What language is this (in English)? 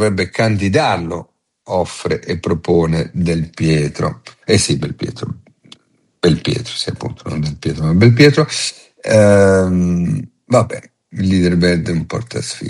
Italian